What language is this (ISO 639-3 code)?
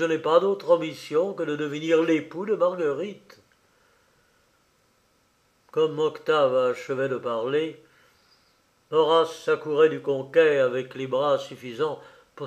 fra